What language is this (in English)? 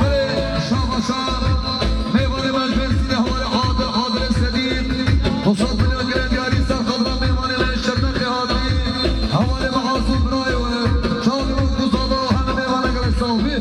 Kurdish